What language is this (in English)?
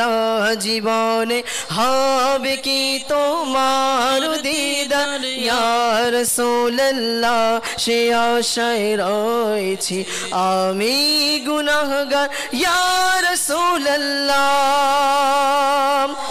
Bangla